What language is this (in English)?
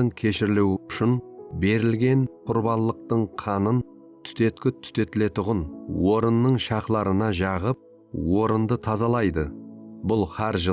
Kara-Kalpak